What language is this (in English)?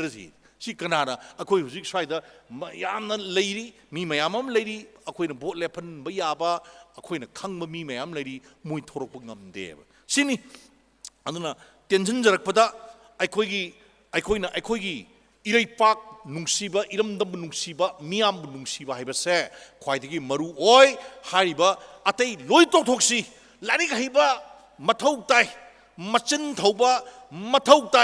Manipuri